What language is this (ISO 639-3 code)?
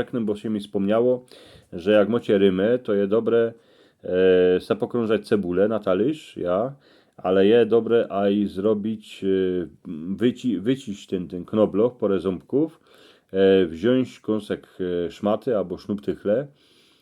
szl